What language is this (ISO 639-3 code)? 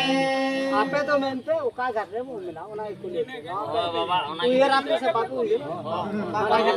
sat